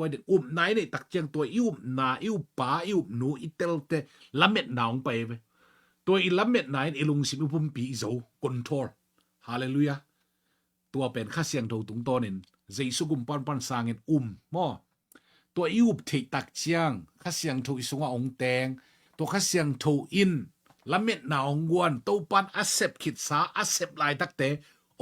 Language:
Tedim Chin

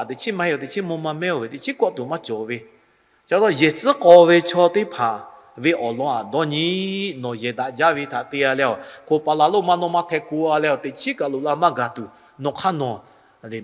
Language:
Lahu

